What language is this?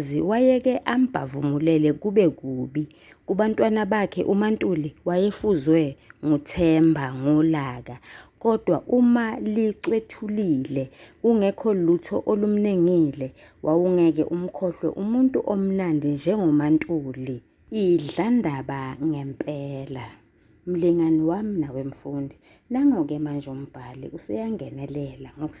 Zulu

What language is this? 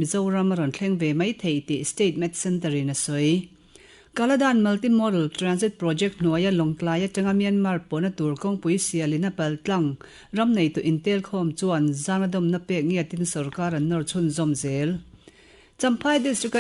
Mizo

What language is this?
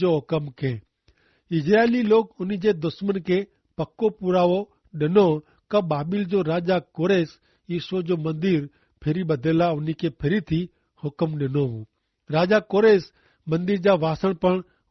Kachhi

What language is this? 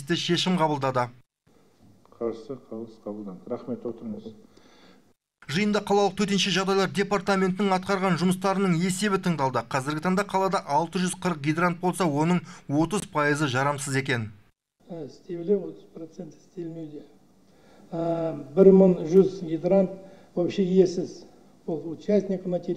Kazakh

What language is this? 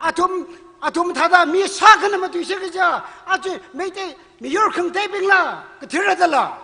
Tangkhul Naga (India)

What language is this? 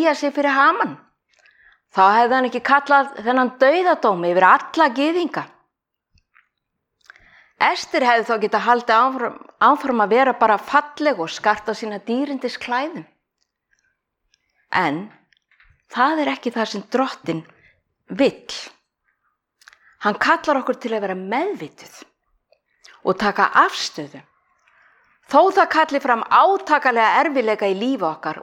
Icelandic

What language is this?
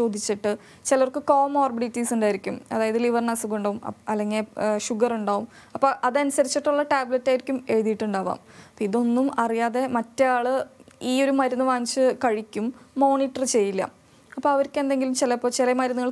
Malayalam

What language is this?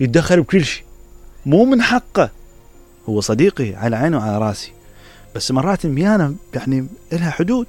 Mesopotamian Arabic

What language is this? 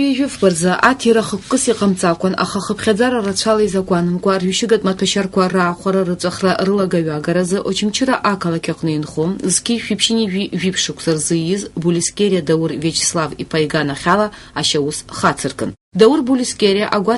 Abkhazian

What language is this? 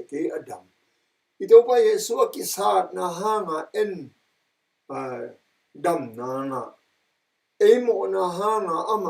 Tedim Chin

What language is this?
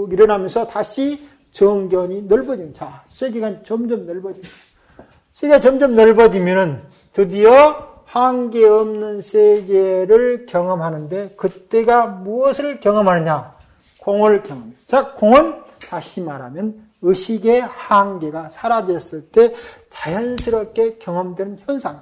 Korean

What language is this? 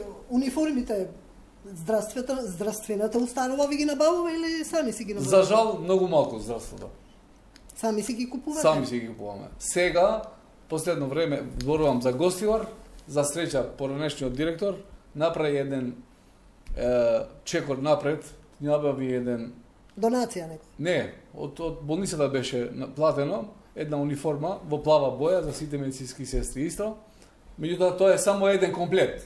Macedonian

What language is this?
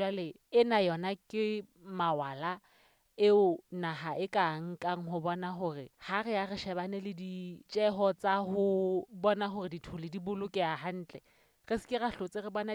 Southern Sotho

